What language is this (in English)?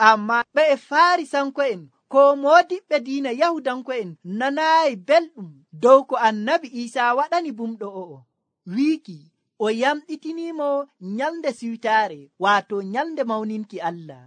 Nigerian Fulfulde